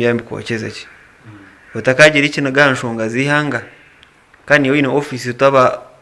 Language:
Nyankole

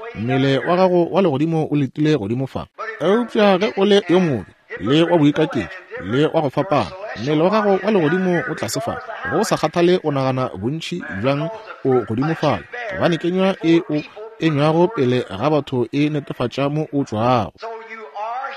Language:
Northern Sotho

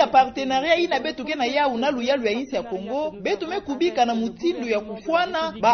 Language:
Kituba (Democratic Republic of Congo)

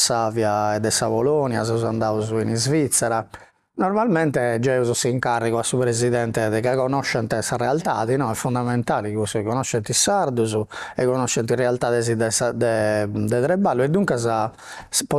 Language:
Sardinian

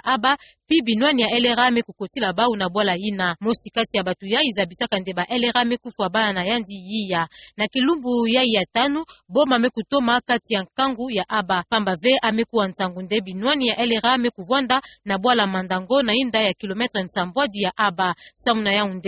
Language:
Kituba (Democratic Republic of Congo)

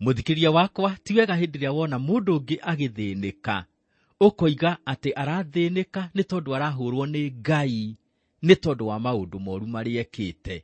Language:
Kikuyu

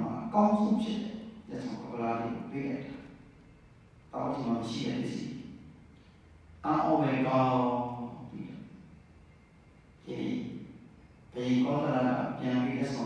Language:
Burmese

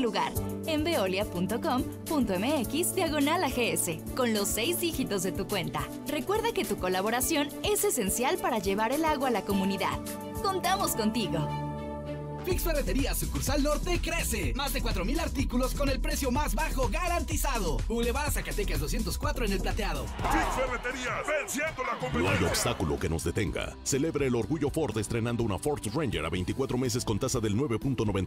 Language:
Spanish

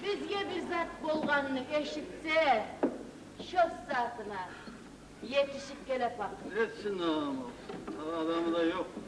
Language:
Kumyk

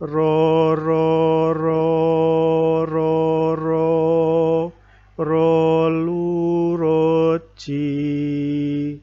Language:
Javanese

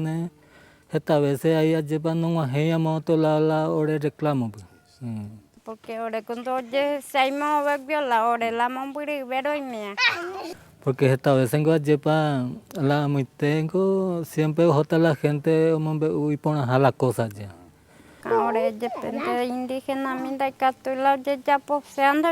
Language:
Guarani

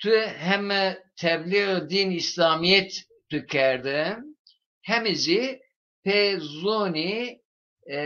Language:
Zaza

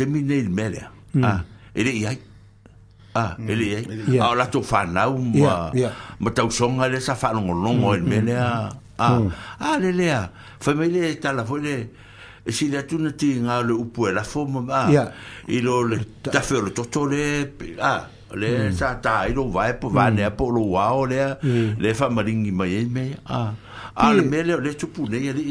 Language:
Samoan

